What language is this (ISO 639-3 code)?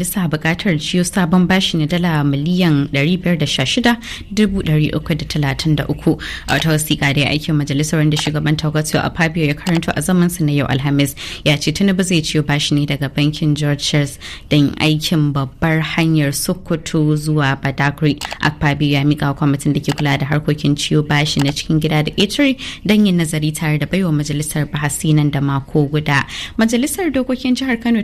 hau